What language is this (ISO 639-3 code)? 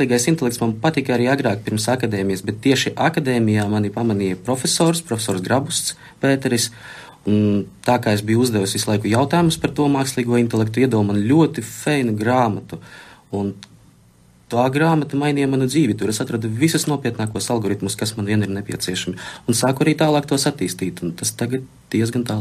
lav